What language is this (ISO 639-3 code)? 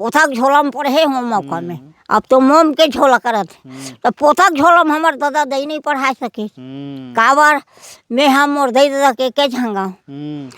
hne